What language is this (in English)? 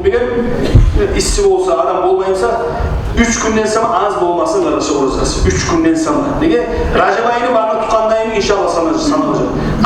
Kumyk